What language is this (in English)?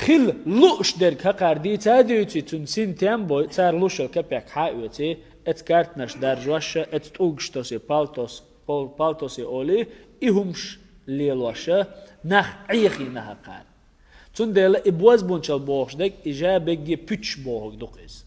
Chechen